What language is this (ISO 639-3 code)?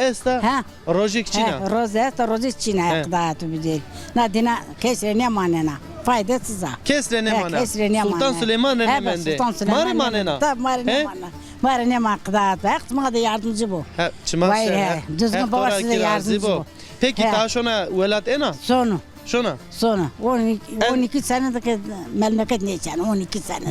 zza